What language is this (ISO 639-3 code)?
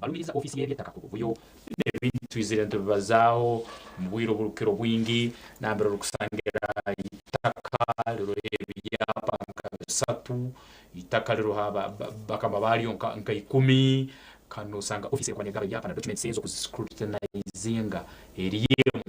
nyn